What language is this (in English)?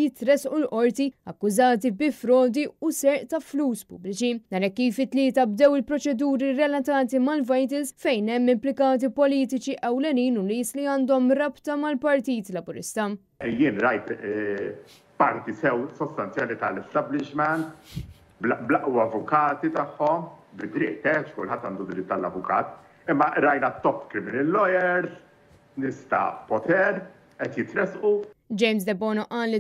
Maltese